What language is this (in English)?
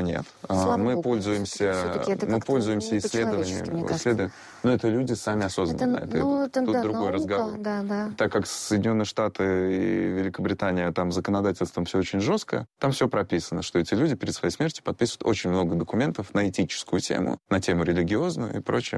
Russian